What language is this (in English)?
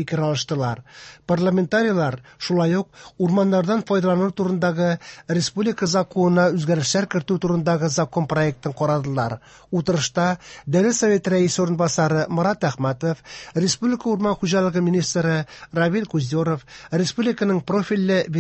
Tatar